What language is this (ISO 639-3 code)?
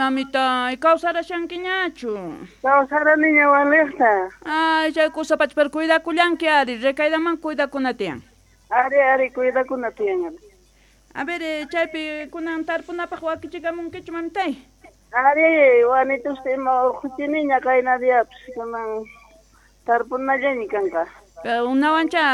que